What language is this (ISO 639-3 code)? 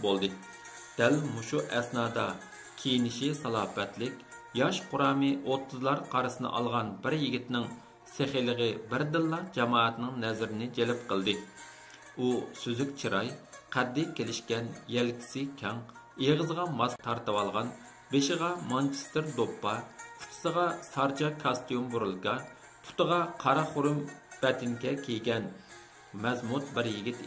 uig